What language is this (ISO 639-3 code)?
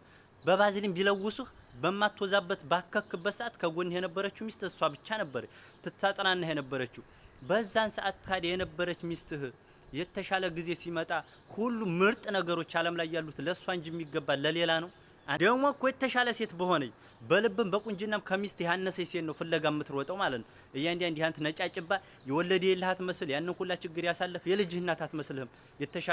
amh